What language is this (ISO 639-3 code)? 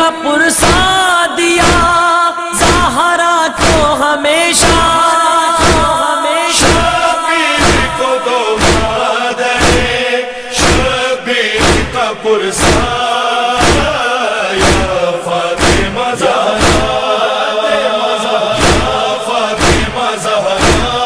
urd